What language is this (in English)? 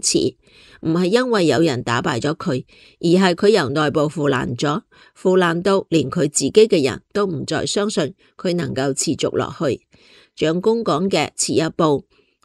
Cantonese